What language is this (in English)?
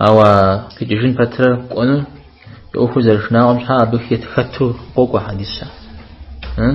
Kabardian